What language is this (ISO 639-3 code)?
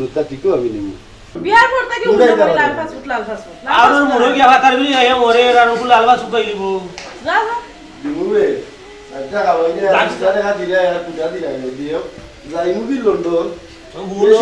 syl